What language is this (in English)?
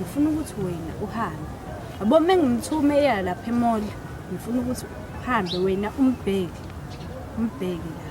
Zulu